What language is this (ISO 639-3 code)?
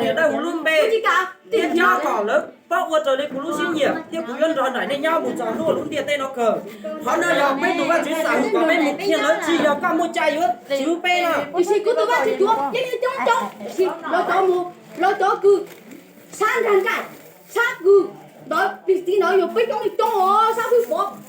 hmn